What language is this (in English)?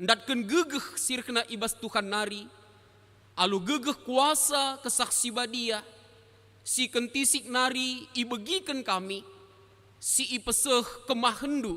Batak Karo